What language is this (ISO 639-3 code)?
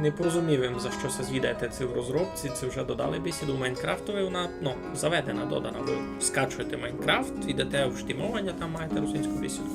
rue